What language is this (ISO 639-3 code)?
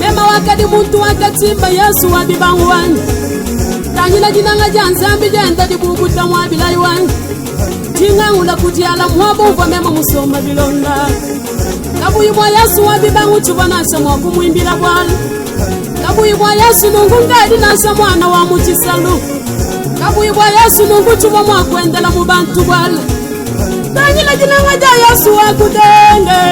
lua